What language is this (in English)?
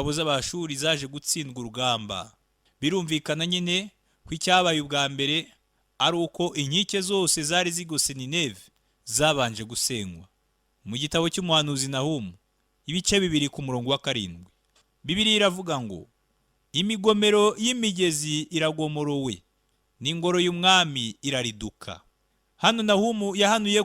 Kinyarwanda